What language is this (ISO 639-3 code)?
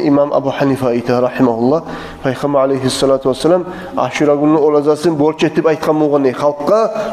kum